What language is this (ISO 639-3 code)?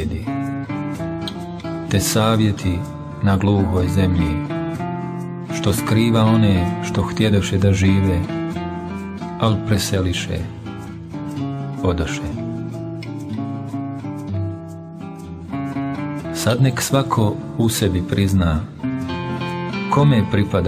bos